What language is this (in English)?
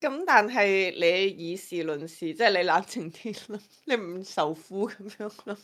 Cantonese